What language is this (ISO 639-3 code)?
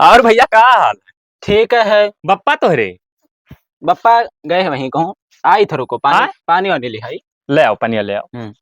awa